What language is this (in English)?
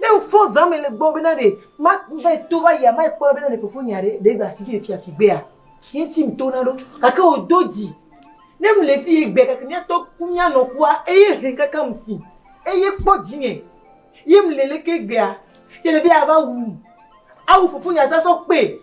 Ewe